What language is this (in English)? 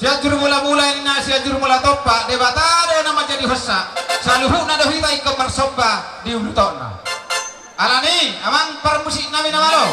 Batak Toba